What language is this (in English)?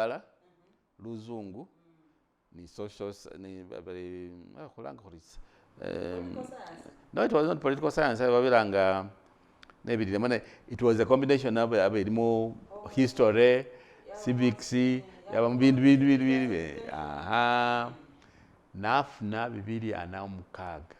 Masaaba